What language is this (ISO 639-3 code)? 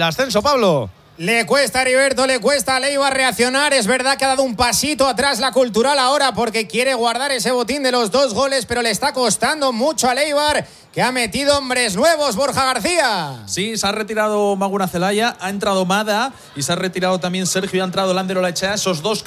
spa